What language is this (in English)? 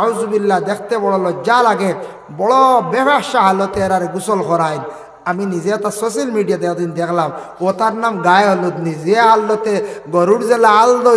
Sylheti